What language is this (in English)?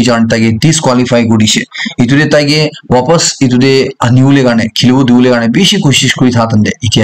Naga Pidgin